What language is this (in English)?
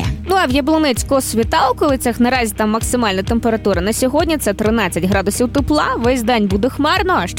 Ukrainian